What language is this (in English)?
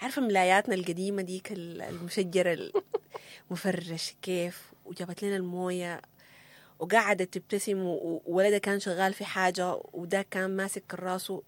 Sudanese Arabic